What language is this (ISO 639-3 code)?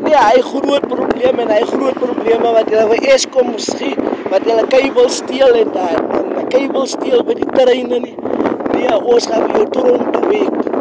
afr